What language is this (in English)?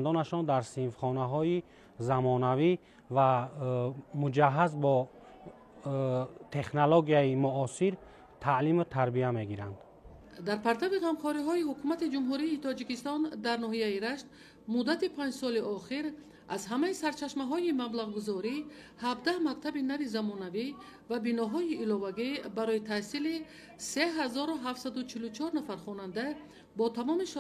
Tajik